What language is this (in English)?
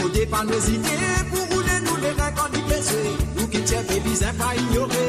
Morisyen